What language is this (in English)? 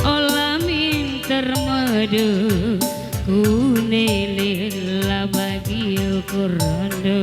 Batak Karo